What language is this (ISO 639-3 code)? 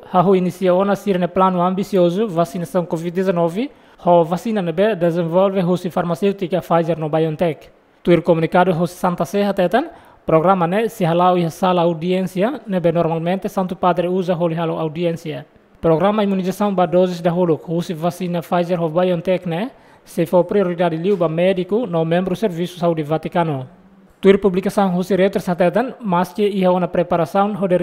tet